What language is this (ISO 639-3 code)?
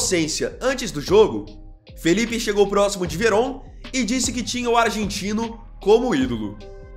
por